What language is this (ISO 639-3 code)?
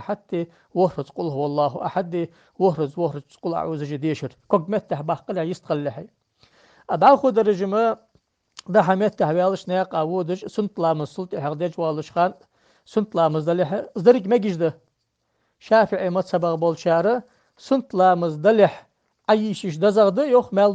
inh